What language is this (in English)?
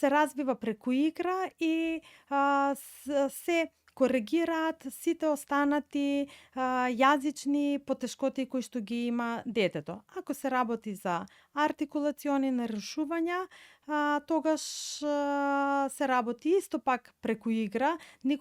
Macedonian